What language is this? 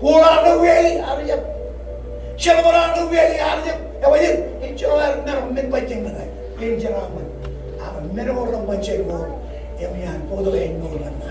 Marshallese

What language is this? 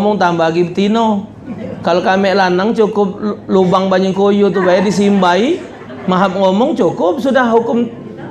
Musi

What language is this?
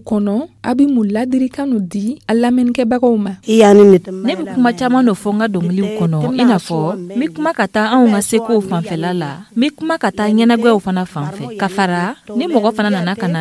Dyula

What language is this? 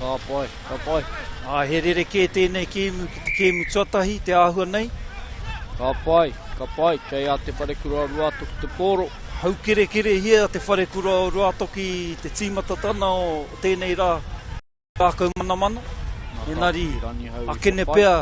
Māori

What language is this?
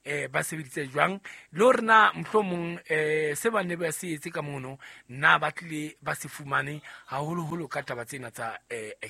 Southern Sotho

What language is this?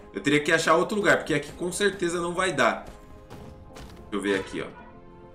Portuguese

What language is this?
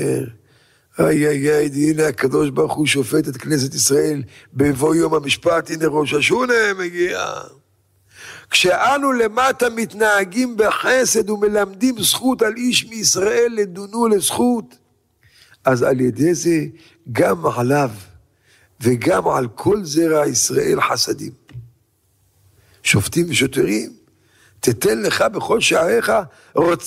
Hebrew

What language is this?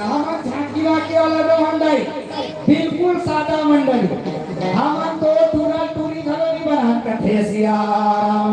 Chhattisgarhi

